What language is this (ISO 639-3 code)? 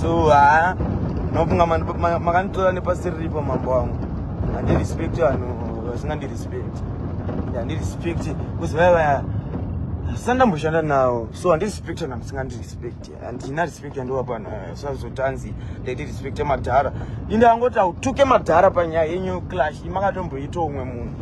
sna